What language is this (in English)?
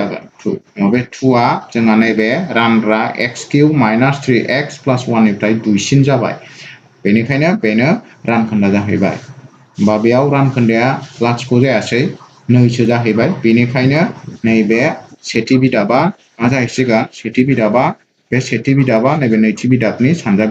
Bodo